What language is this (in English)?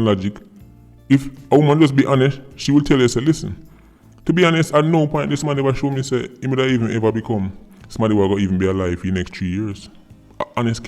Jamaican Creole English